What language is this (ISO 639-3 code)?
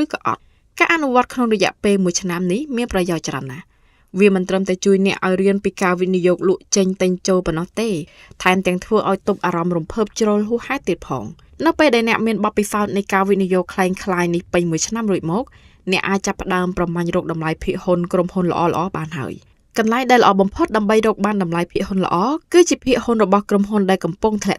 khm